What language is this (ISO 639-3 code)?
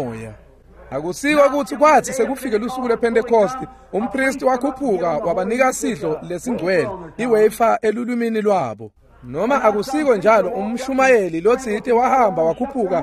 ssw